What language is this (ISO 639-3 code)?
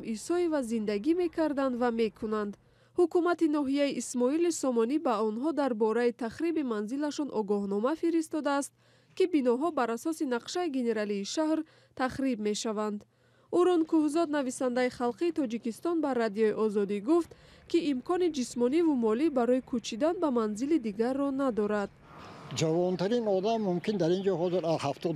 tgk